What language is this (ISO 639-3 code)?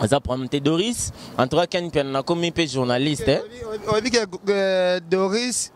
lin